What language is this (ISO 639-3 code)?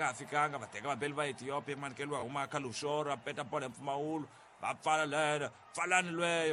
tso